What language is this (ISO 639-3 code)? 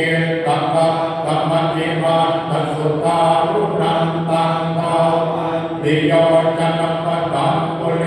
pli